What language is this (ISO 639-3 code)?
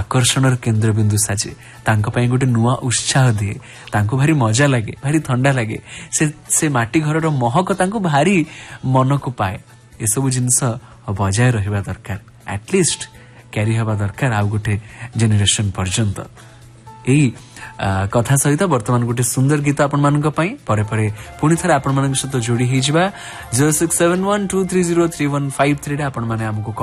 ori